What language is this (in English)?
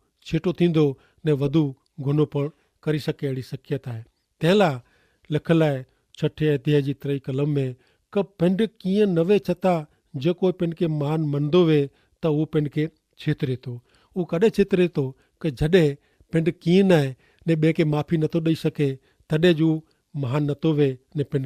Kachhi